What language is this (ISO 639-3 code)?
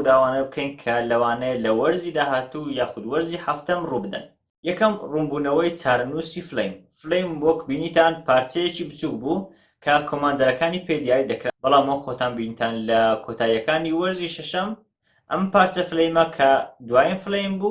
ckb